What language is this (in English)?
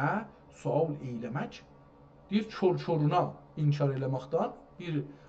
South Azerbaijani